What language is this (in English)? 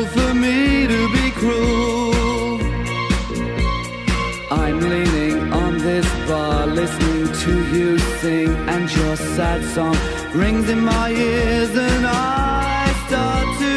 English